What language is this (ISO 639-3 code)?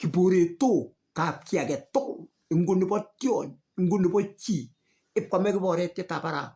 kln